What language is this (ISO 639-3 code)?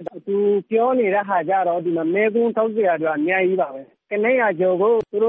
mya